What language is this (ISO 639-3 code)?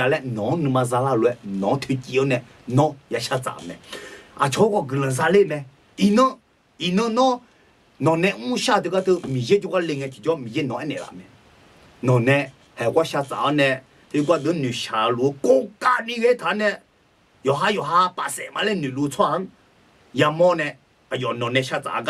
ahk